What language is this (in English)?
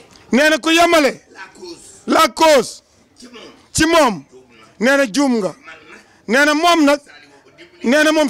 Wolof